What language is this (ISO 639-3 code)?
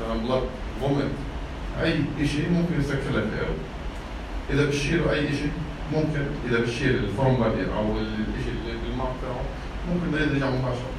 apc